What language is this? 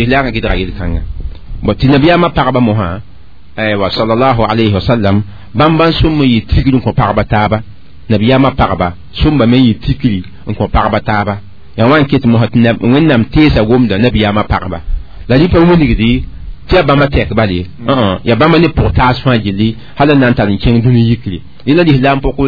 Mossi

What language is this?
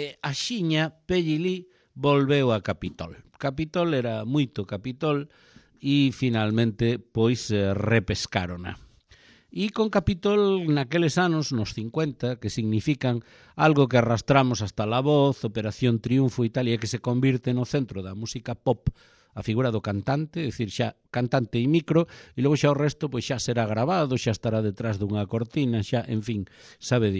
Galician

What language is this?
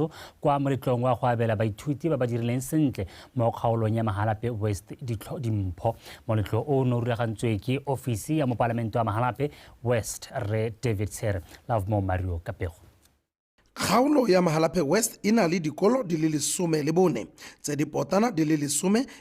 Tswana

